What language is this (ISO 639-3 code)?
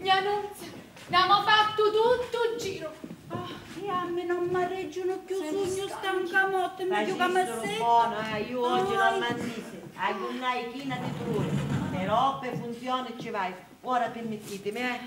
scn